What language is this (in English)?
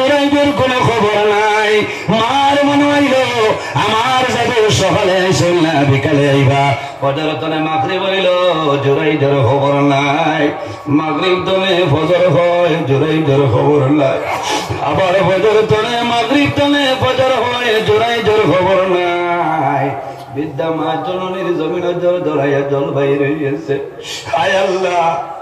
Sylheti